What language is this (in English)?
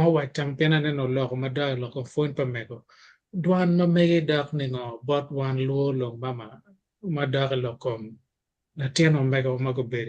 Acoli